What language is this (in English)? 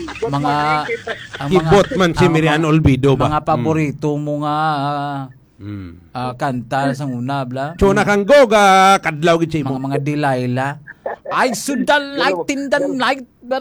Hiligaynon